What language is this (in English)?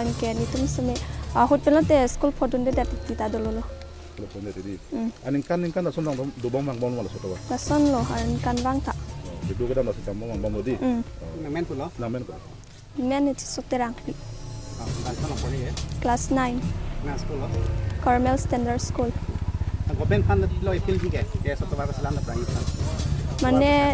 Karbi